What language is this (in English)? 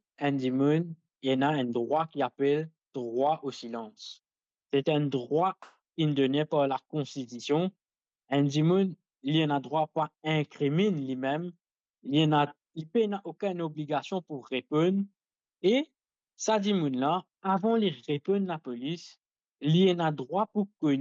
Morisyen